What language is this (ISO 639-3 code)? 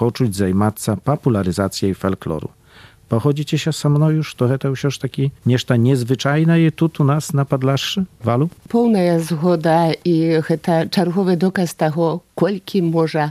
bel